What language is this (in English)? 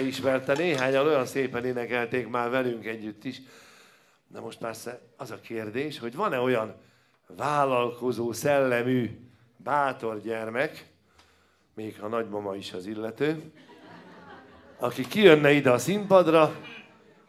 Hungarian